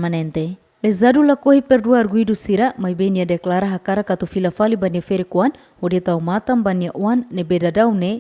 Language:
Tetum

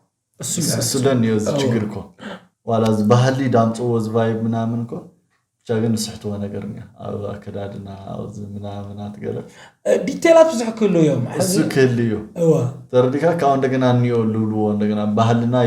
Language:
Tigrinya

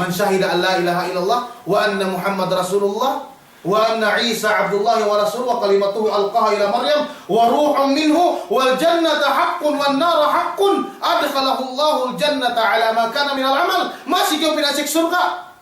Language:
Yakan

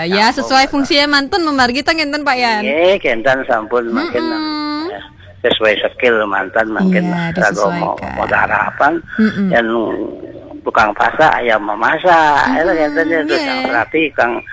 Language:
Balinese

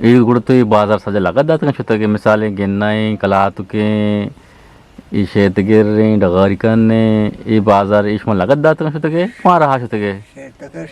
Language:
Eastern Balochi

